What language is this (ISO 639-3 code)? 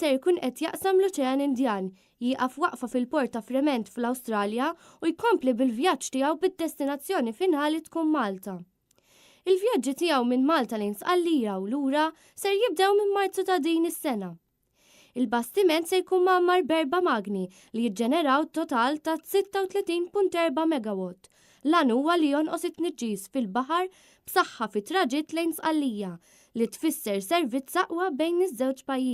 mlt